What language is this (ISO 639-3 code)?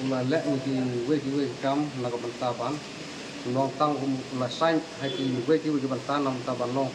kha